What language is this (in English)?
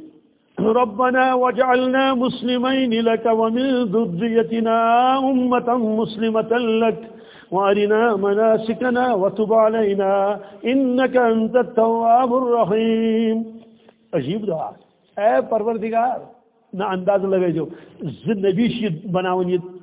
Kashmiri